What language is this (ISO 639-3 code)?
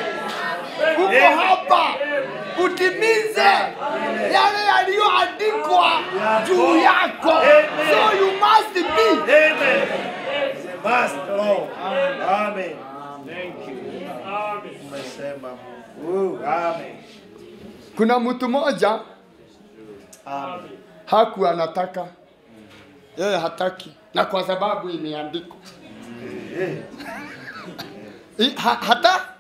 swa